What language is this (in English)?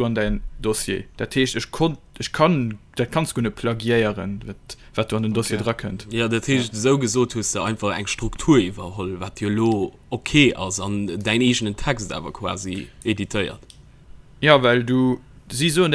Luxembourgish